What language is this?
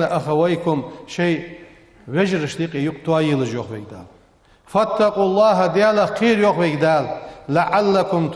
Ingush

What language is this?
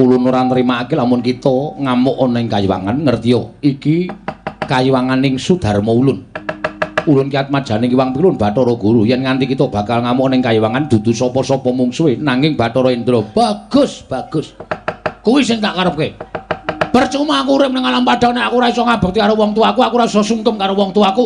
Javanese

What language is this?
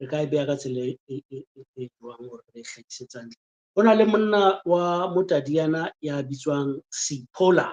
Southern Sotho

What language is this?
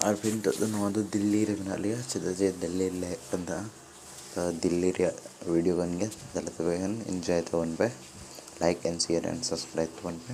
Santali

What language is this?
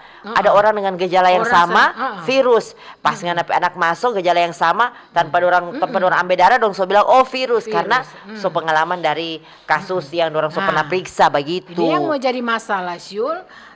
Manado Malay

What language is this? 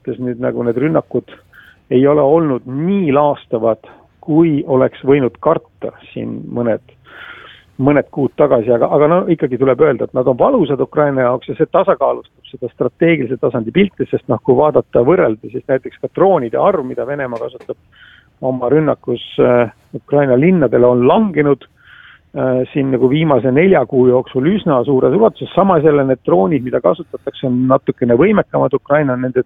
Estonian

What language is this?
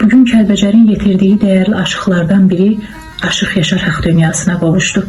Azerbaijani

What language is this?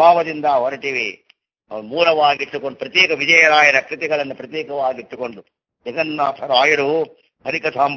Kannada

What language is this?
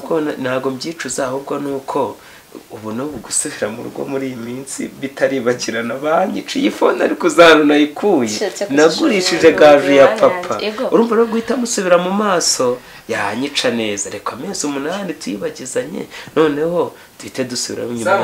Kinyarwanda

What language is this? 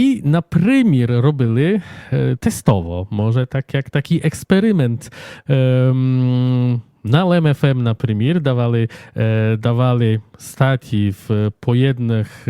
Rusyn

